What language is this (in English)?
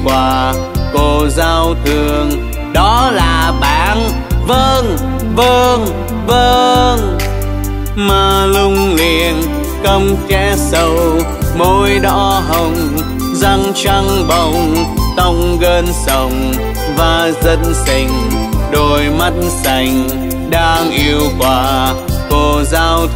Vietnamese